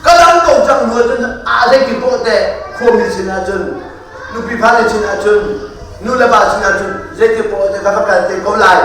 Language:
Hakha Chin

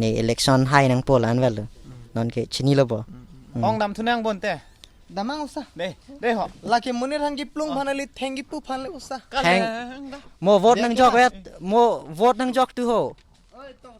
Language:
Karbi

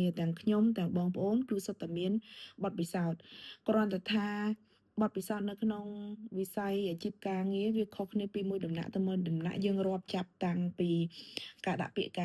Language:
Khmer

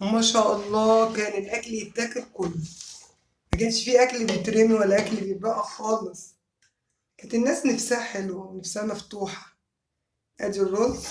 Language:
Egyptian Arabic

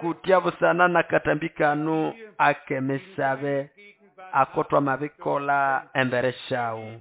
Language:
Nande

